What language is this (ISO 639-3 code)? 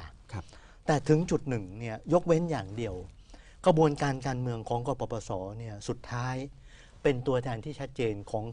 tha